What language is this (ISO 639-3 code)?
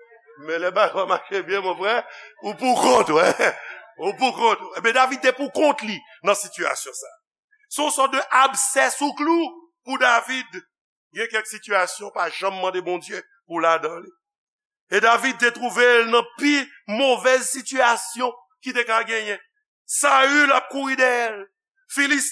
hat